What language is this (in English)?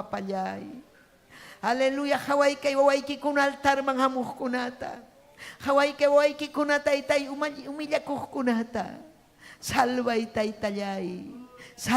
Ayacucho Quechua